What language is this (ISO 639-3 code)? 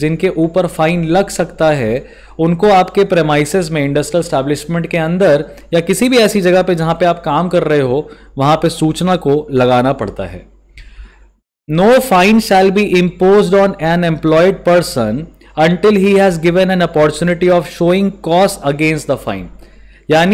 hin